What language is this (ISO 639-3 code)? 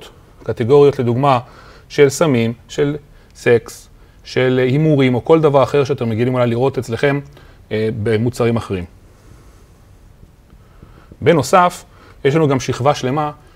heb